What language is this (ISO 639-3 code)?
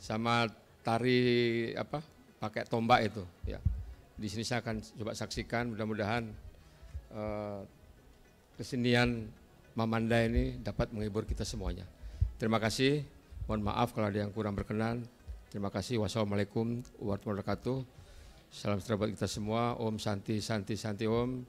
bjn